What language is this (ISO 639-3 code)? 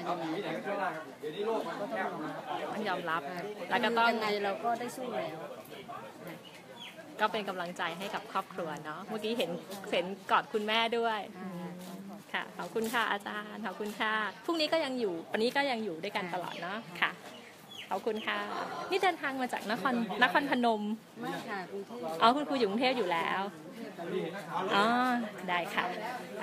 tha